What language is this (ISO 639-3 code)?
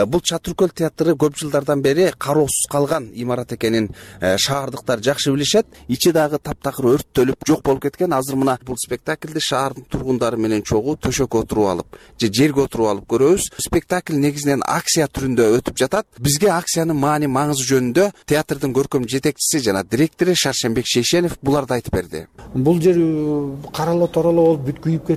kir